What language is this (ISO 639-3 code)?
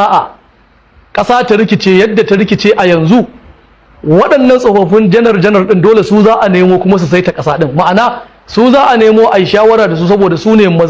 hau